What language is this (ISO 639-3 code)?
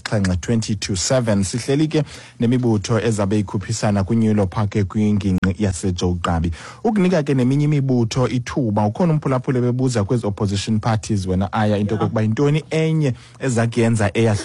xho